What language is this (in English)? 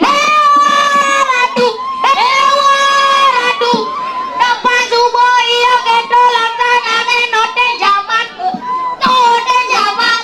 Balinese